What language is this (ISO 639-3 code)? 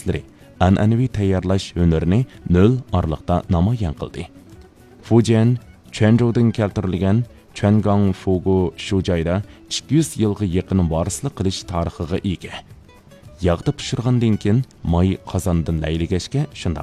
uig